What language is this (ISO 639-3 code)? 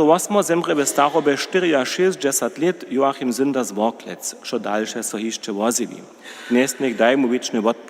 hsb